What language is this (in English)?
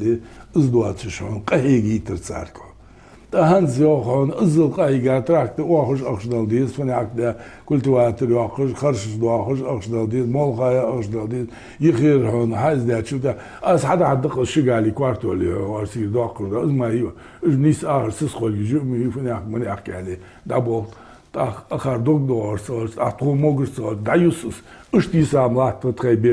Ingush